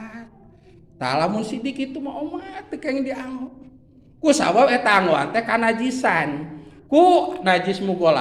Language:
Sundanese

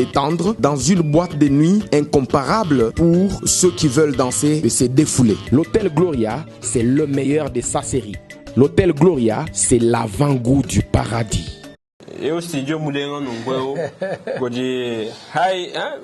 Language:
Luba-Lulua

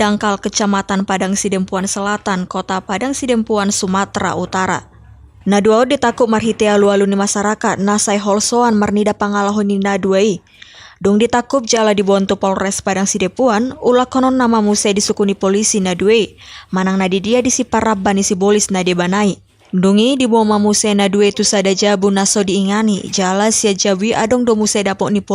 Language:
Batak Toba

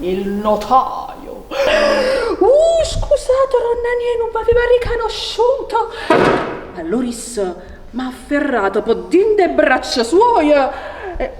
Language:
Neapolitan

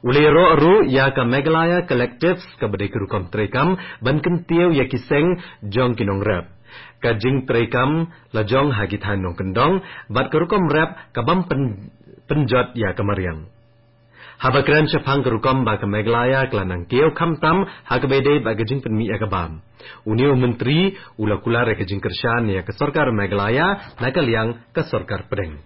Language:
Khasi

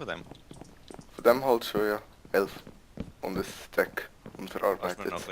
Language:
Swiss German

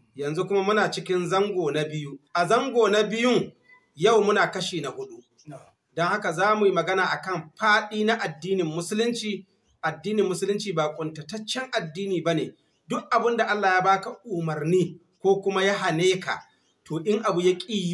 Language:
Hausa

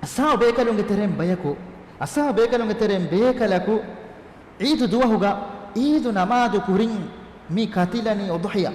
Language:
Divehi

